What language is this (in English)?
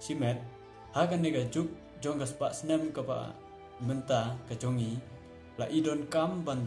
Khasi